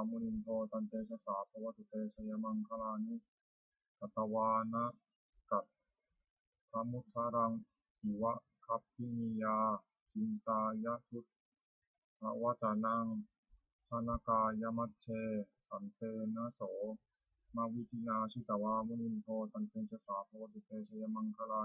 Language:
Pali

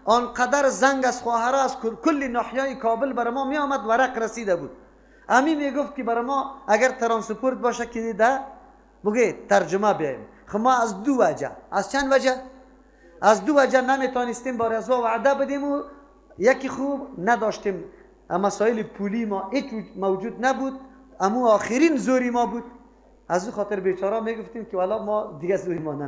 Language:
Persian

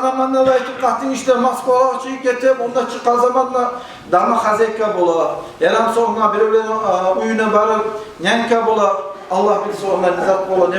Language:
Kumyk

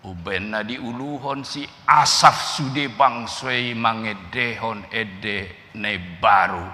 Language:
Batak Toba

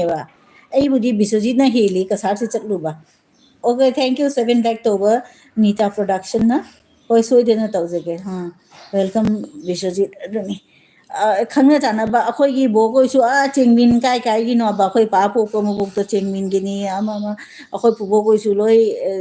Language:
Manipuri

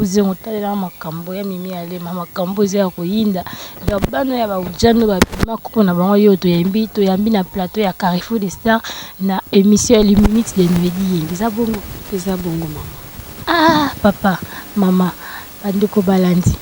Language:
Lingala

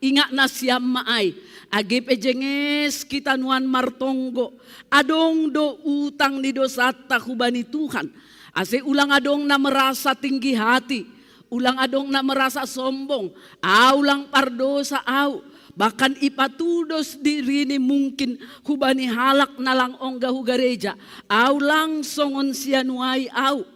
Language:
Batak Simalungun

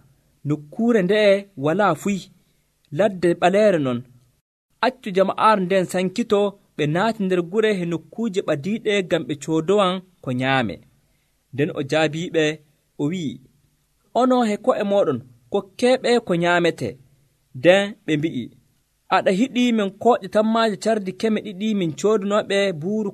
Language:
Nigerian Fulfulde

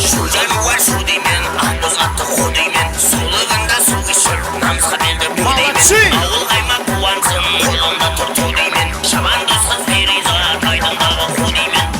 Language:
Kara-Kalpak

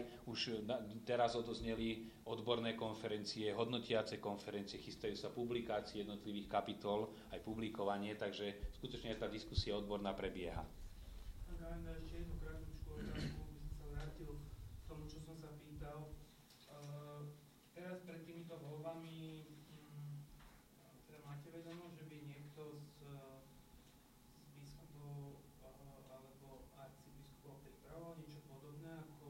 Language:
Slovak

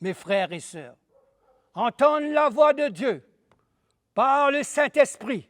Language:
Morisyen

